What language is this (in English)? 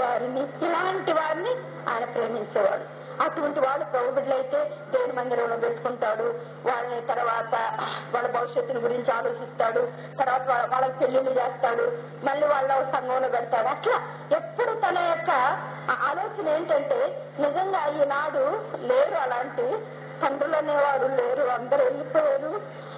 Telugu